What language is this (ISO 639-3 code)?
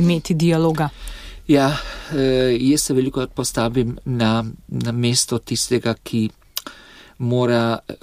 slv